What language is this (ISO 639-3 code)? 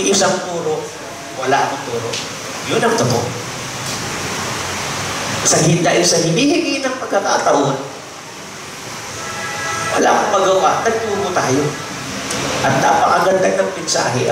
fil